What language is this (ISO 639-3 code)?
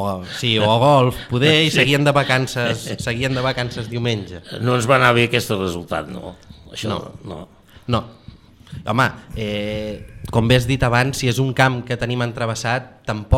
cat